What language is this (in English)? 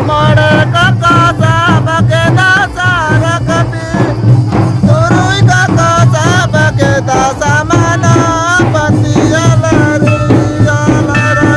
Santali